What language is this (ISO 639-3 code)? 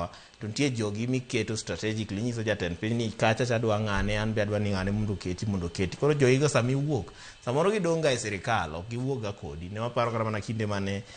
luo